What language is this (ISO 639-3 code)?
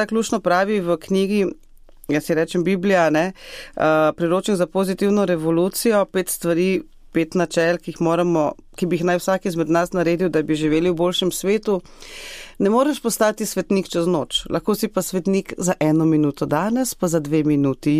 slv